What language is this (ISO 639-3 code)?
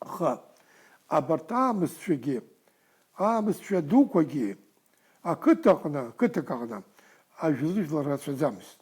abk